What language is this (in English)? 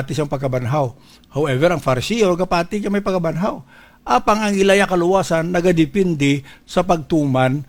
Hiligaynon